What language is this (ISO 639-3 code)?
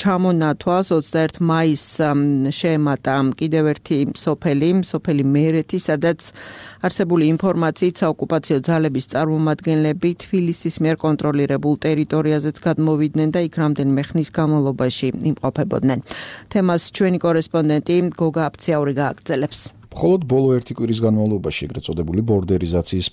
kat